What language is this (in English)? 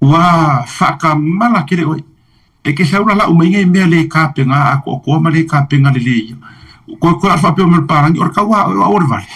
Samoan